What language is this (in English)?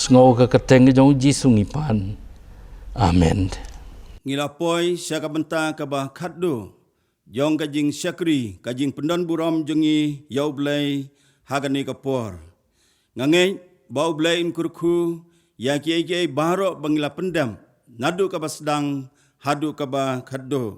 Khasi